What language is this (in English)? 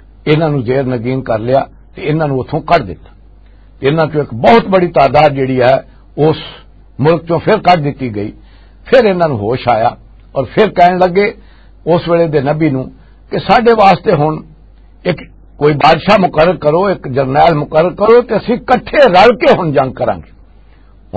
Western Panjabi